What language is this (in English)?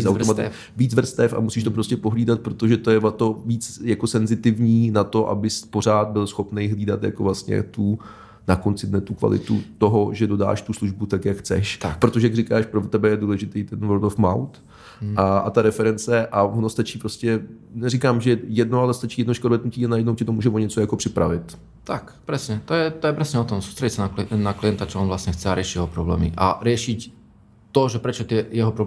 Czech